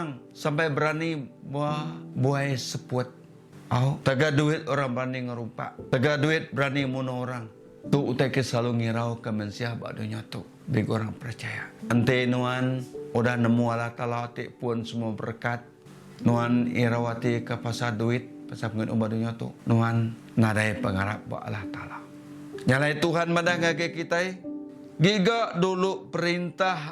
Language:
Iban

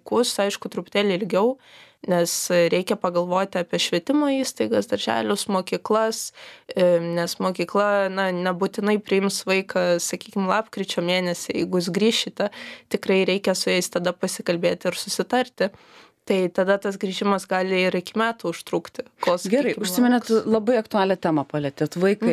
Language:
Lithuanian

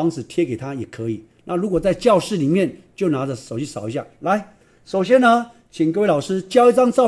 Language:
Chinese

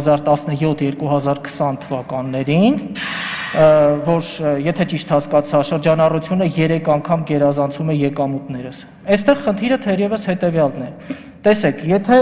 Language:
Armenian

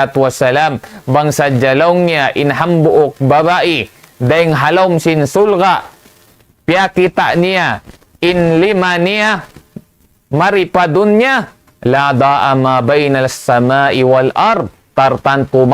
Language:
Tausug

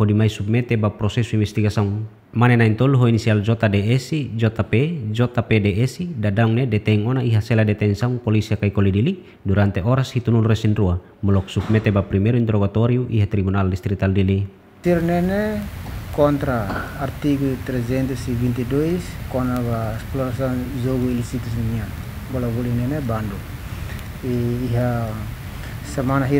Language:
Tetum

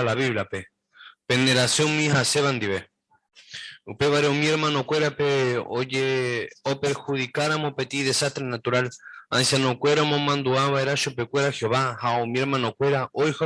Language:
Guarani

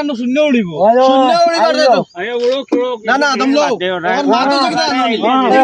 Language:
Sylheti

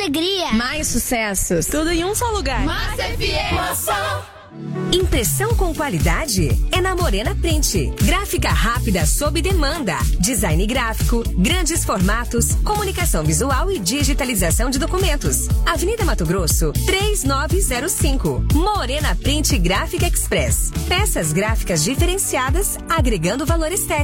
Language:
Portuguese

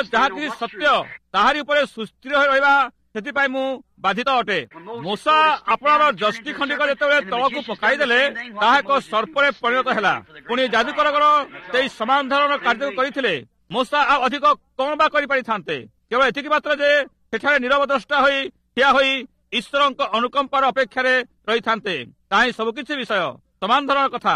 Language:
Odia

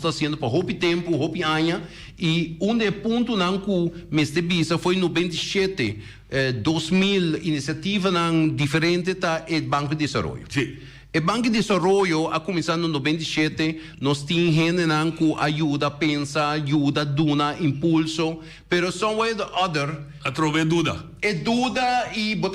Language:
Papiamento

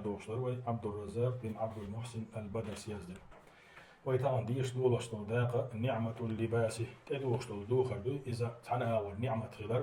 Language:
Chechen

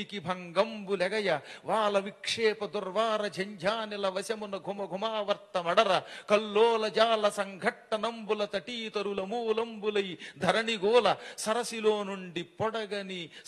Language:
Telugu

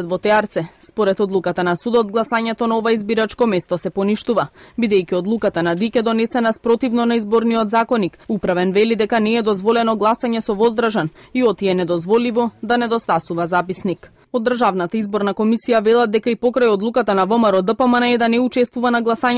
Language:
Macedonian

